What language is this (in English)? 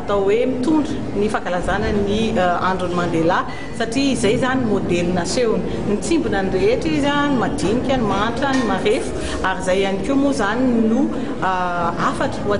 Malagasy